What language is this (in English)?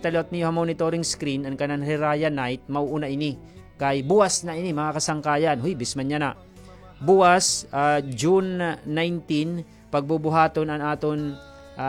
Waray